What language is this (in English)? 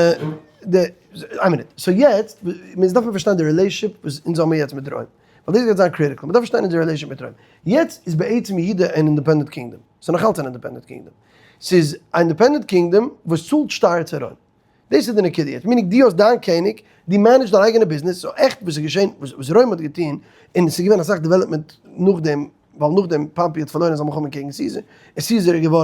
Yiddish